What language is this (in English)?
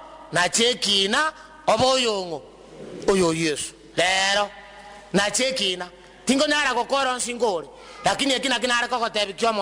Gusii